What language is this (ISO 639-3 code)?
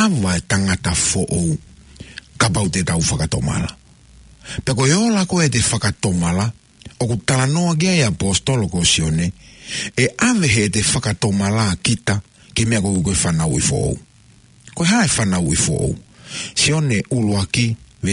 ton